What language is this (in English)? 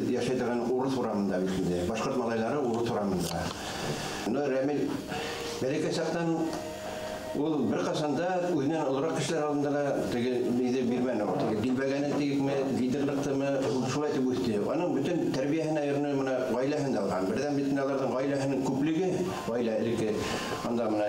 Bashkir